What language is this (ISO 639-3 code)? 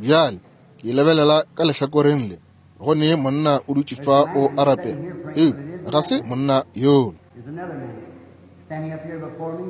nso